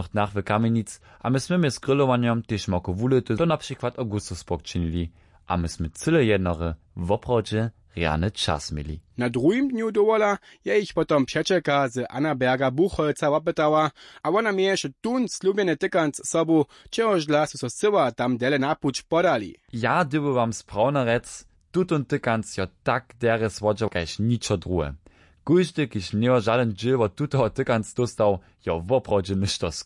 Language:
Upper Sorbian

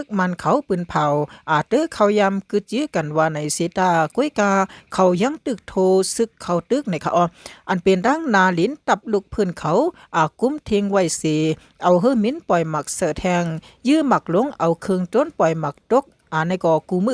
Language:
Shan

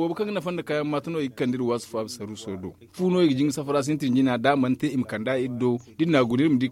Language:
Zarma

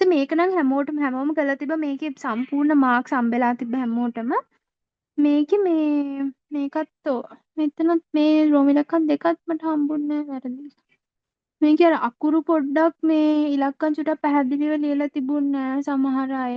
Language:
Sinhala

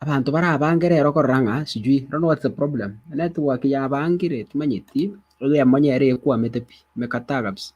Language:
Gusii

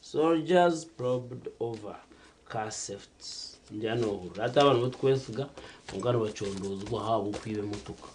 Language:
Nyankole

